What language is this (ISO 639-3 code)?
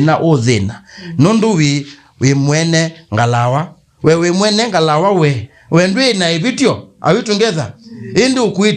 kam